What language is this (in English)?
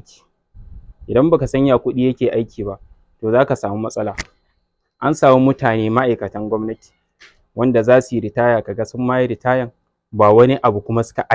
Hausa